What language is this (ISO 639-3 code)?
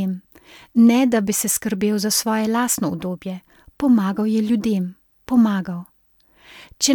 slv